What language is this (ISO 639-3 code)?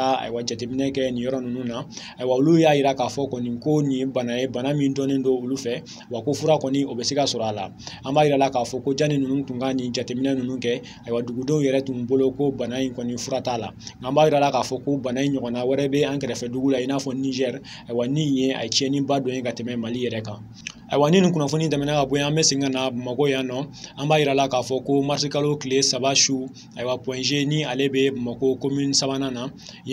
bam